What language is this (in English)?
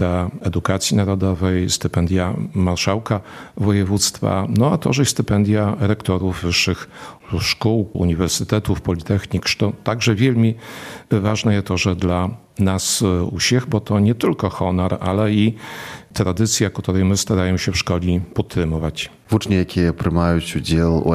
Belarusian